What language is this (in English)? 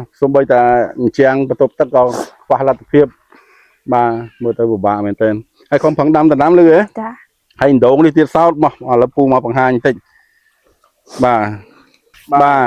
Khmer